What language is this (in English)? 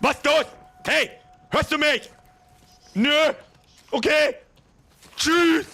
Bavarian